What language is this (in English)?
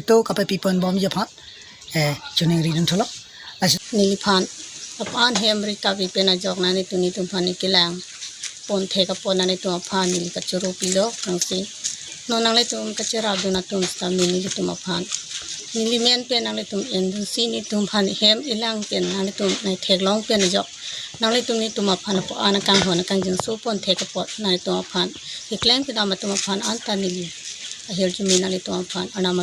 Karbi